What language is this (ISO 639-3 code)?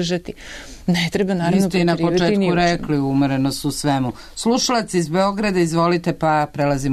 srp